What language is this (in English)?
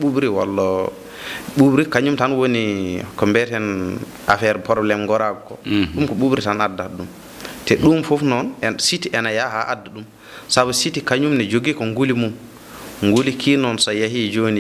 Fula